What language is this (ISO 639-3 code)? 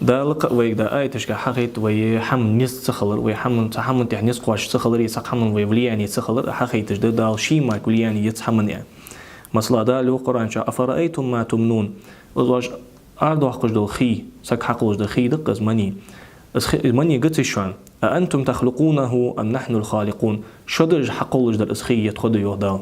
inh